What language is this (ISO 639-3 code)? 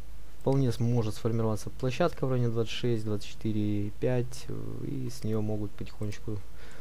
rus